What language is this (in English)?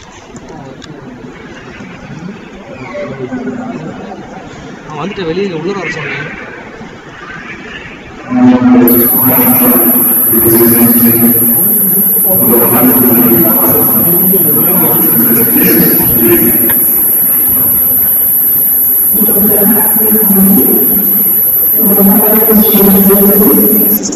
Tamil